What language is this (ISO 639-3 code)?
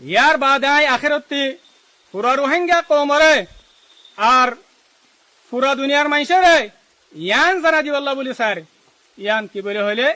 rhg